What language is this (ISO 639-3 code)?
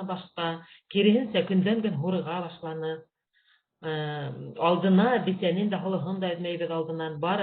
bak